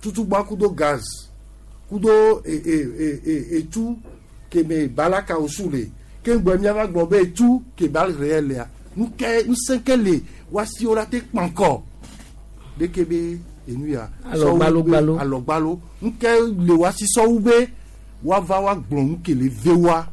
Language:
Gen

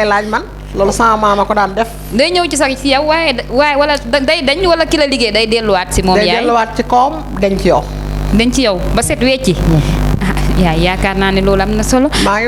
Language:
Wolof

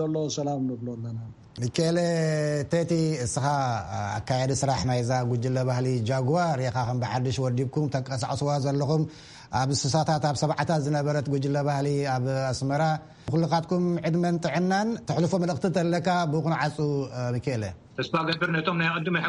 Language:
Tigrinya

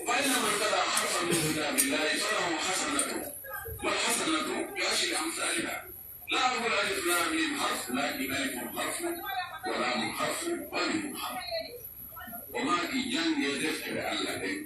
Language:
Pular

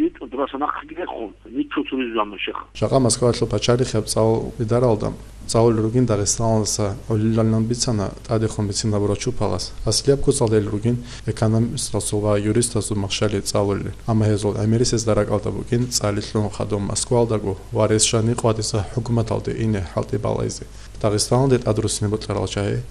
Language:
Avaric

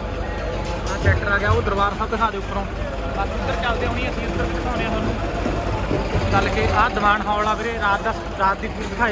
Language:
Punjabi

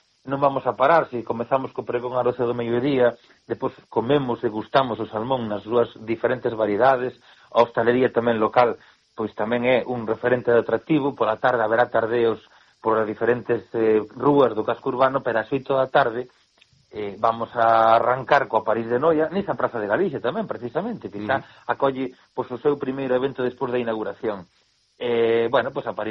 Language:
Galician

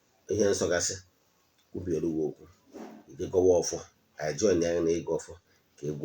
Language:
Igbo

